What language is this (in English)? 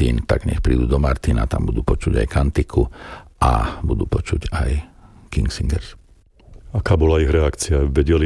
Slovak